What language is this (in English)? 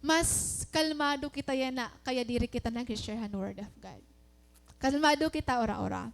Waray